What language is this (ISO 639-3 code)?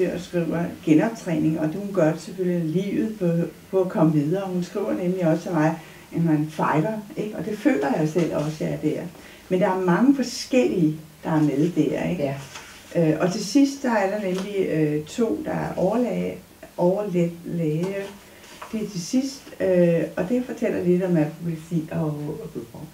dan